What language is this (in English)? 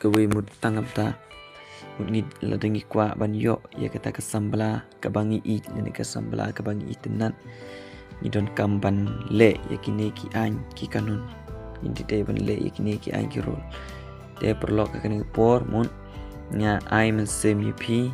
Khasi